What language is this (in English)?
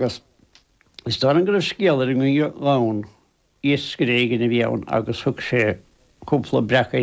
Irish